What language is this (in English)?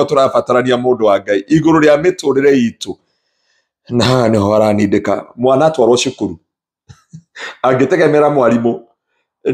Kikuyu